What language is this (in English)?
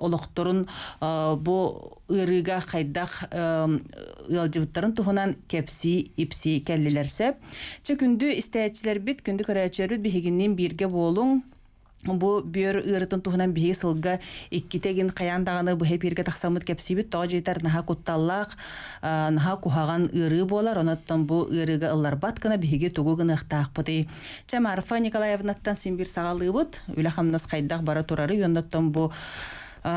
Yakut